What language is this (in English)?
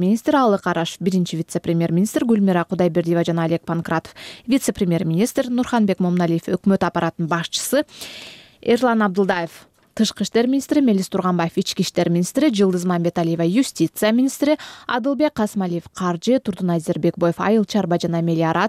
Kyrgyz